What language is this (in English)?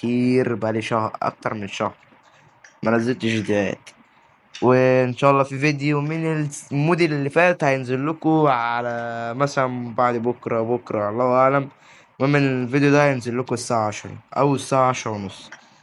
Egyptian Arabic